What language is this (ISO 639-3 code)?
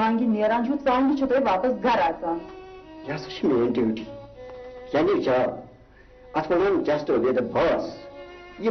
kas